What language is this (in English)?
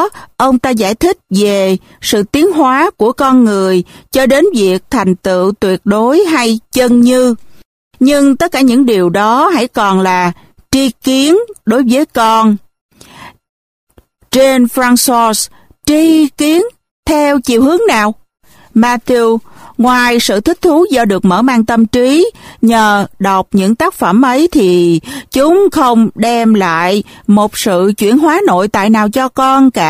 Vietnamese